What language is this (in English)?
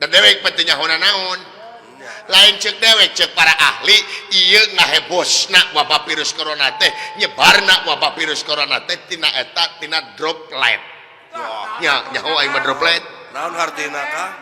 Sundanese